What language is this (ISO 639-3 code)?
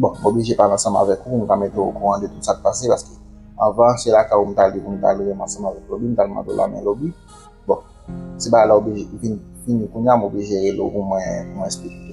hat